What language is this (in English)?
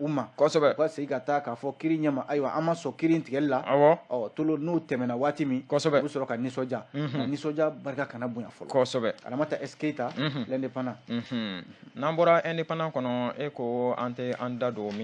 Bambara